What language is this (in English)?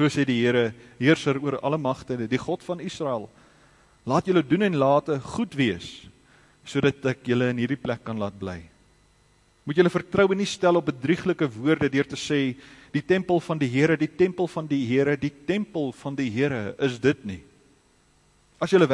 Afrikaans